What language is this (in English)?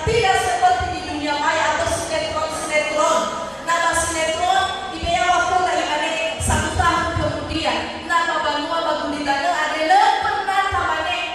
Nias